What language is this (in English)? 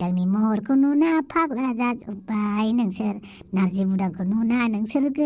Bodo